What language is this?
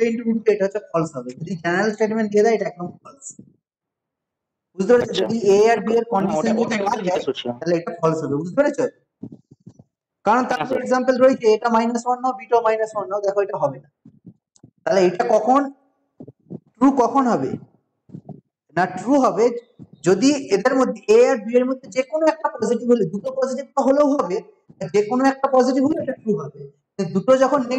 Bangla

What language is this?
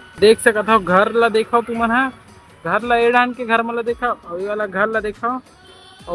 Chhattisgarhi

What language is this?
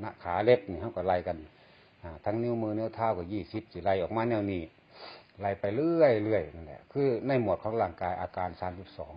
Lao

